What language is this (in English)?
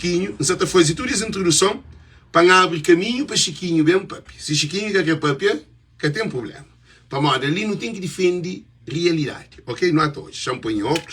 Kabuverdianu